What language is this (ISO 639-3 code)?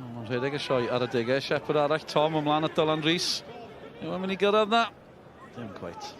cym